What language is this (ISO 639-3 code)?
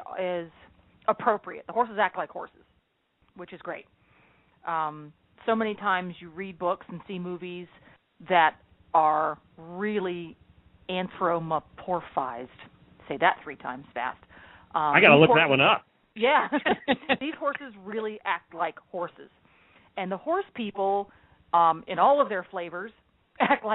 eng